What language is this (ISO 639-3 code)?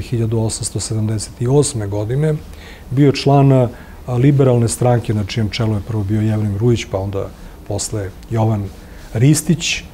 srp